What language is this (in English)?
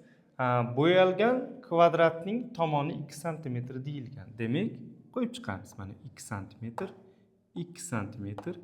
Uzbek